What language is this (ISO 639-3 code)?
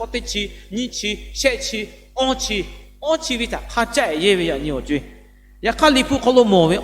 lhu